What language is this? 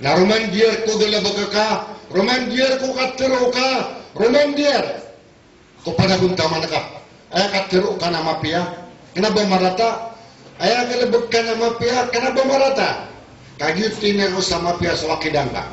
Maranao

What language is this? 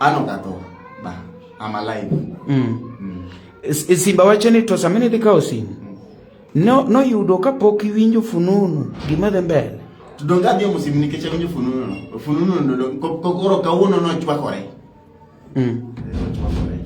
Luo (Kenya and Tanzania)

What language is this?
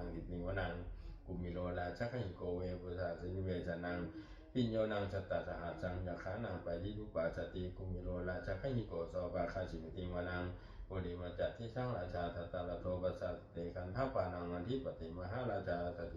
Pali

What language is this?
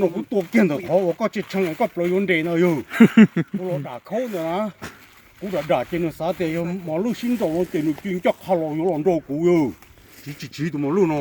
Hmong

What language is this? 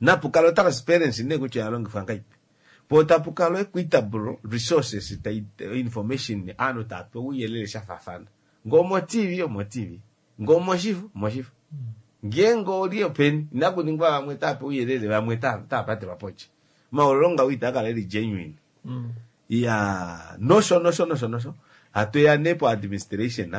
Kuanyama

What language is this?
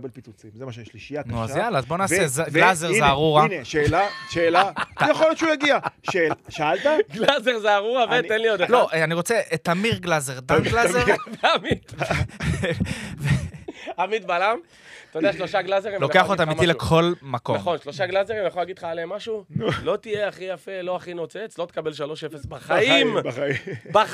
Hebrew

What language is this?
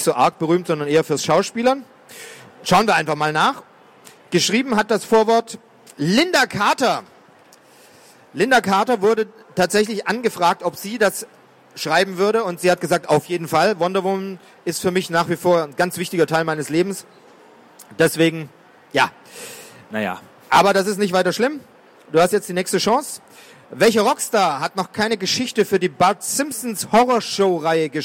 German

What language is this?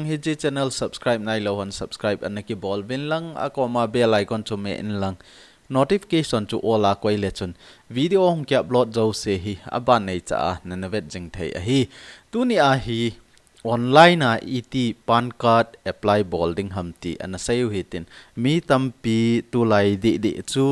Thado Chin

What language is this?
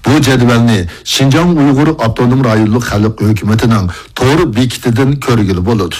Uyghur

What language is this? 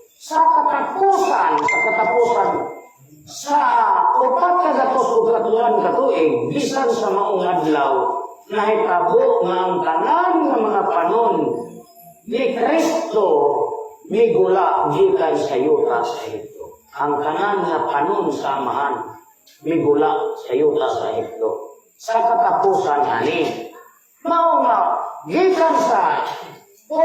Cebuano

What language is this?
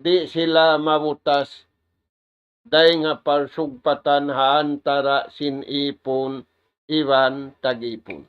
Tausug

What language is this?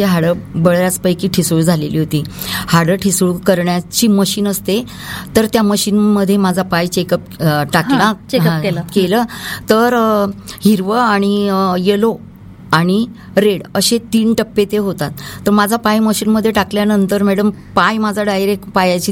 Marathi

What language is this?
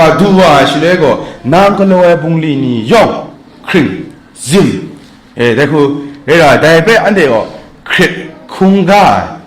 Kachin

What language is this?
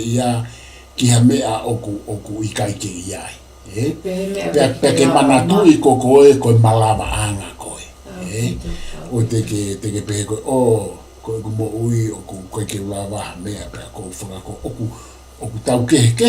Tongan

